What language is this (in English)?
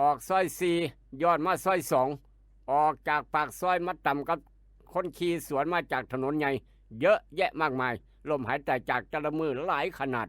Northeastern Thai